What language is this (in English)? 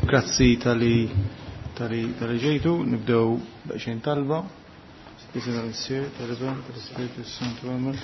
Maltese